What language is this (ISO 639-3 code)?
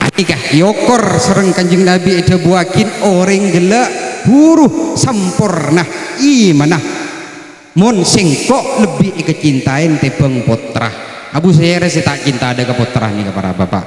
mad